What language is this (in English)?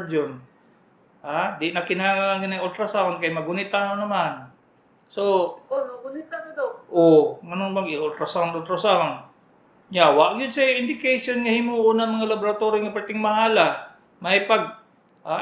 Cebuano